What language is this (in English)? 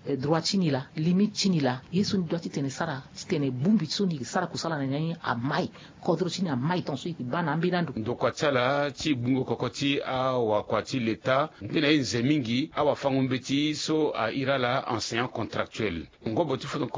Sango